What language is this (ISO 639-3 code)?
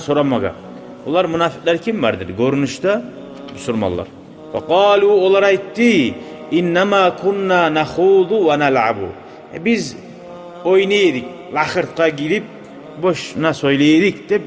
kum